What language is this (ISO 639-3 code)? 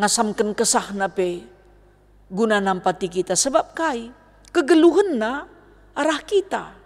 btx